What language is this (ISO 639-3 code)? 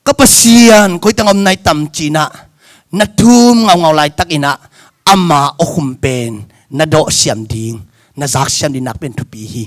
ctd